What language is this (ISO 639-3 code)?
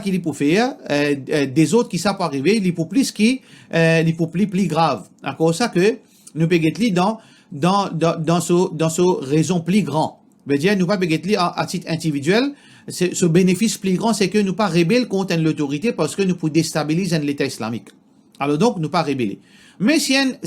mfe